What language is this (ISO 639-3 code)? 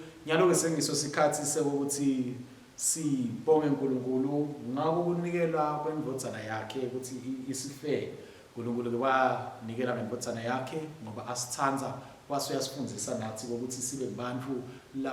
ssw